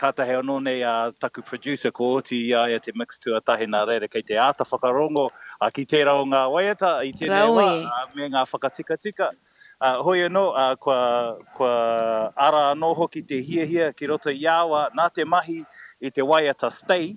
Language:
Māori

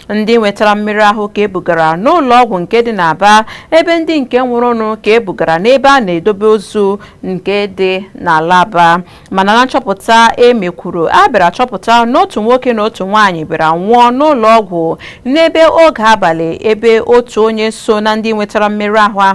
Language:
Igbo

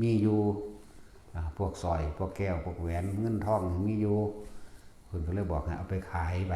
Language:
Northeastern Thai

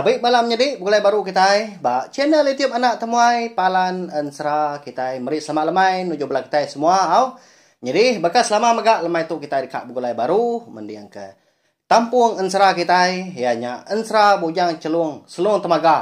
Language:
Iban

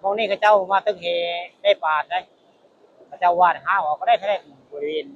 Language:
Northeastern Thai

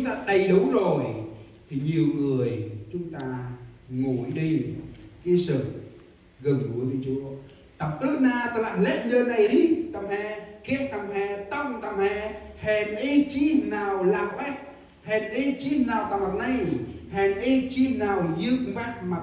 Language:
Central Mnong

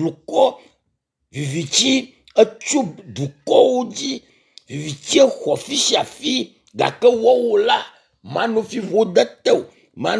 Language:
Ewe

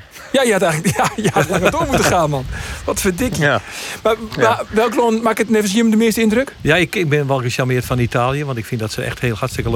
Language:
Western Frisian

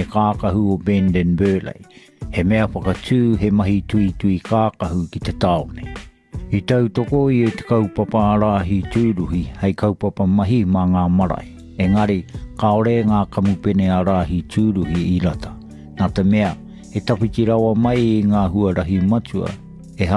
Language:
Māori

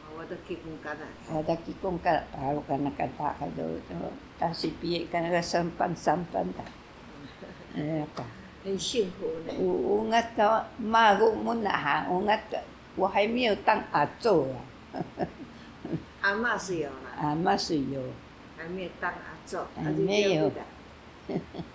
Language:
Taroko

